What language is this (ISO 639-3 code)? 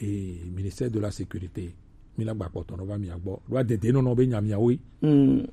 gej